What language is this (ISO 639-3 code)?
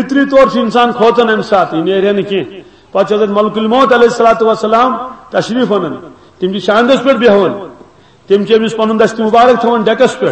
kas